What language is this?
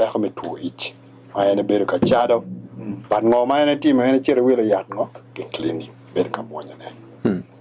Acoli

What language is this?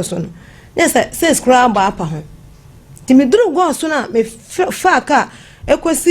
Akan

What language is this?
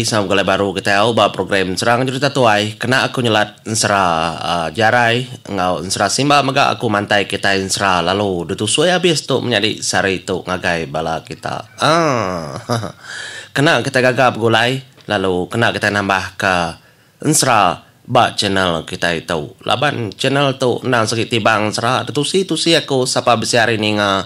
Iban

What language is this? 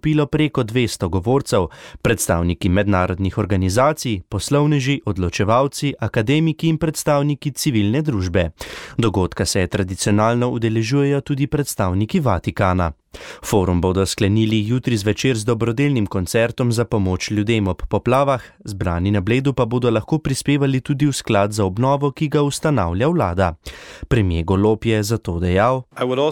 Slovenian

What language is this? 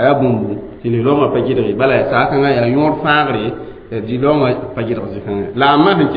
Mossi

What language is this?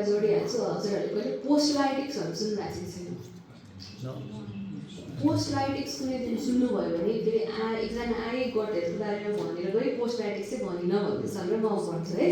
Nepali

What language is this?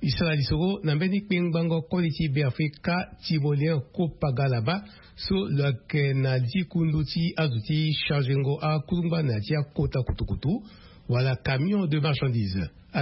Sango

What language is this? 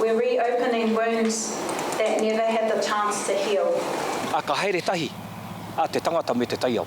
Māori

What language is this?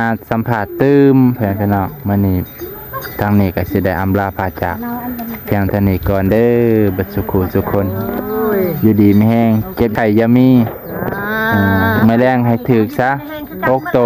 Lao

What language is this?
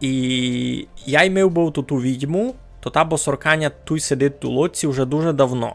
Rusyn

